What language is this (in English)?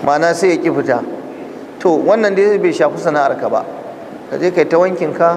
Hausa